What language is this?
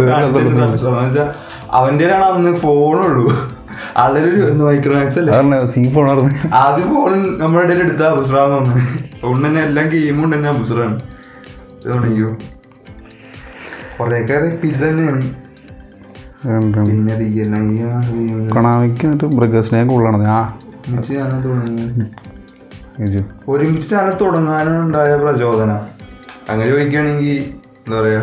Malayalam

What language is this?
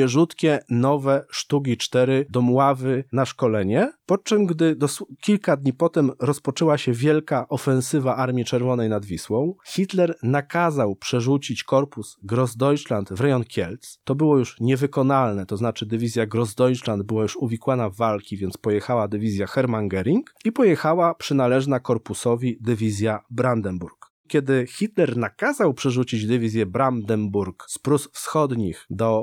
Polish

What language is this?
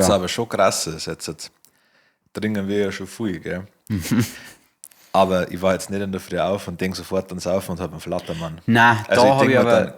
Bavarian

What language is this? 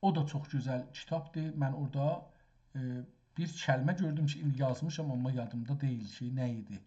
South Azerbaijani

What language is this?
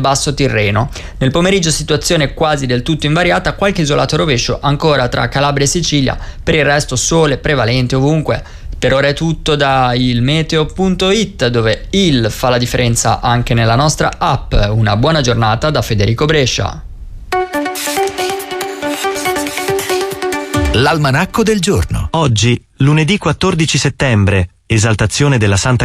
Italian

